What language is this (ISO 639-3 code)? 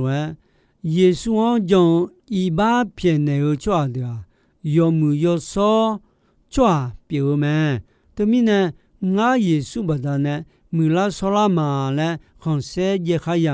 ahk